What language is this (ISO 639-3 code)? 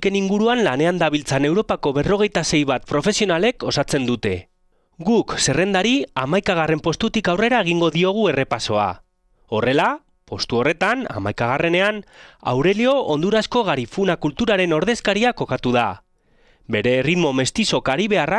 eus